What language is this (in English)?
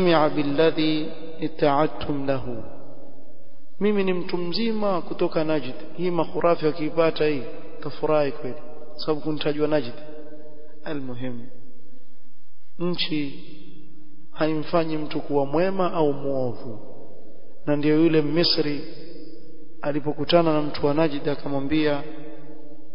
Swahili